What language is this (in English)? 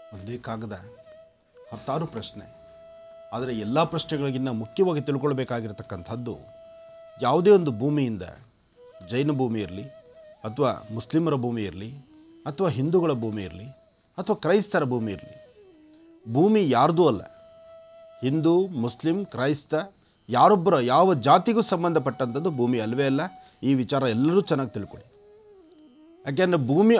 Kannada